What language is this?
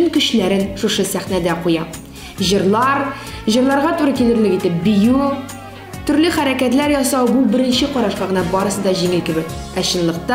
Tatar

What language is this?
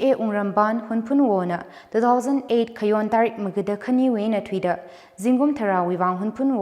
Tangkhul Naga (India)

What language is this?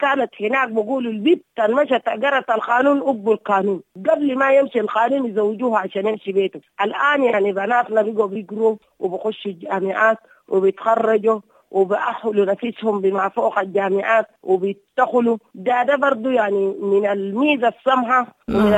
Sudanese Arabic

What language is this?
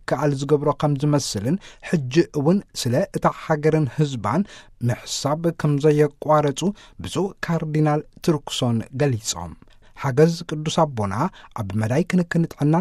Tigrinya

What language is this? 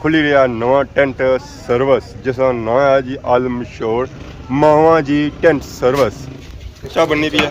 Pahari-Potwari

